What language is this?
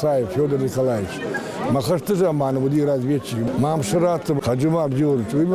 Ossetic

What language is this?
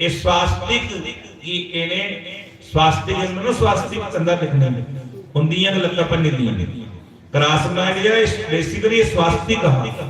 Dogri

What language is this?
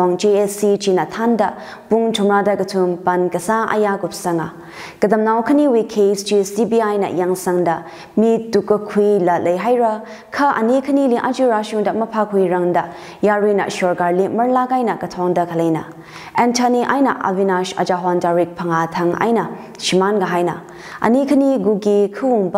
Tangkhul Naga (India)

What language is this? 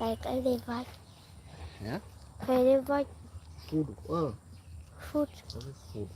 Samoan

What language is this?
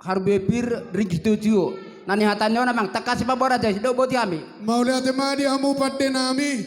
Batak Toba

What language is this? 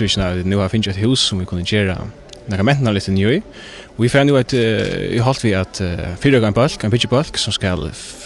Faroese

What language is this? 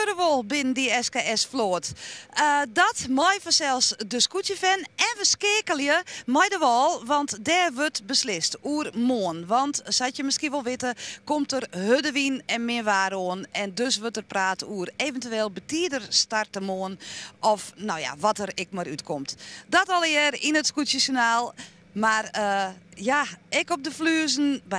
Western Frisian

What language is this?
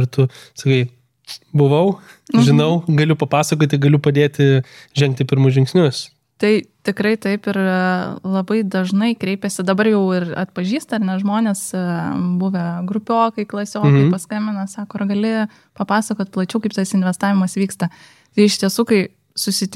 Lithuanian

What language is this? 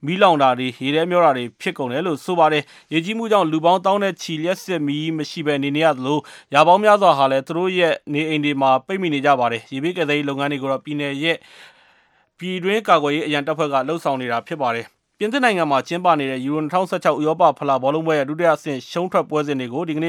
Burmese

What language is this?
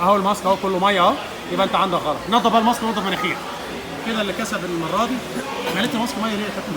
Egyptian Arabic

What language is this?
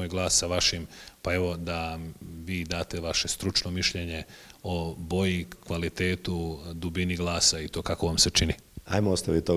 Croatian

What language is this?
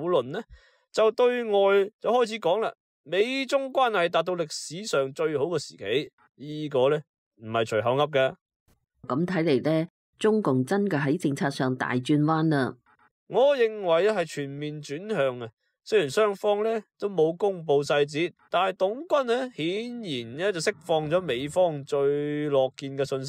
Cantonese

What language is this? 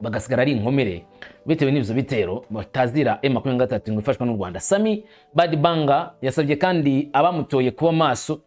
Kinyarwanda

